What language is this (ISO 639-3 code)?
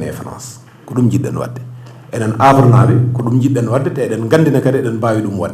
ful